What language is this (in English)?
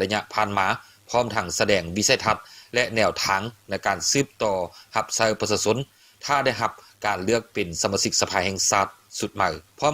Lao